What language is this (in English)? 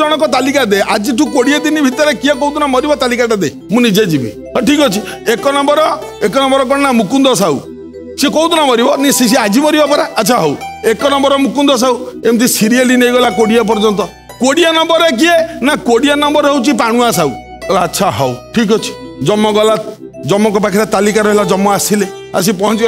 Odia